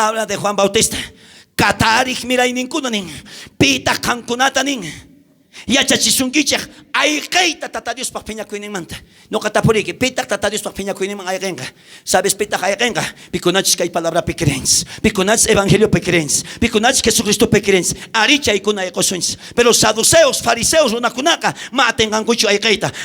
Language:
South Bolivian Quechua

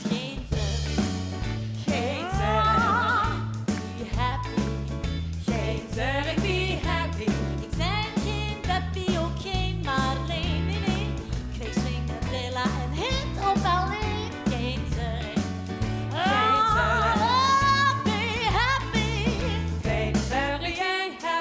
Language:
Limburgish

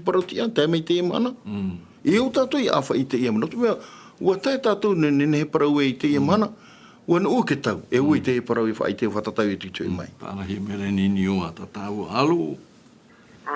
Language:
Tahitian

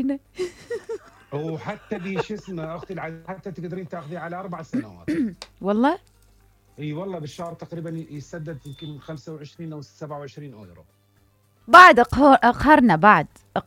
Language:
Mesopotamian Arabic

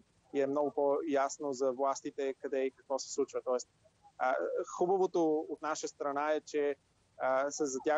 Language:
Bulgarian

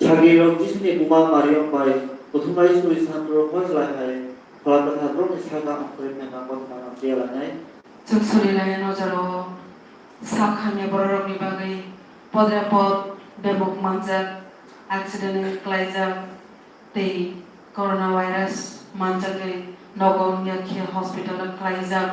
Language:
Kok Borok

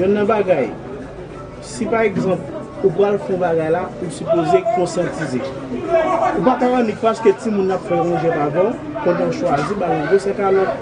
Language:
Haitian Creole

